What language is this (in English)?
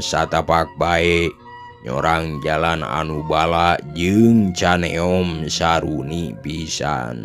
Sundanese